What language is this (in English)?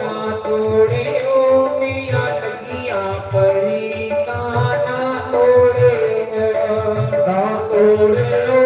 Dogri